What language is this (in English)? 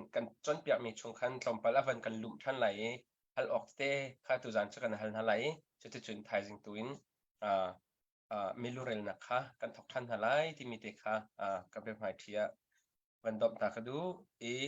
Hakha Chin